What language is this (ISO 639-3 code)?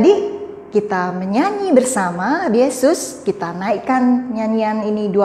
ind